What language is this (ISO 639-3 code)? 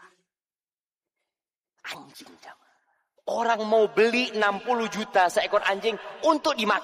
ind